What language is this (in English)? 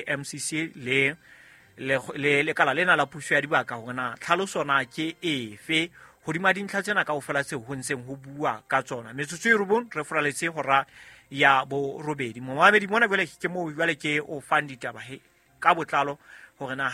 Southern Sotho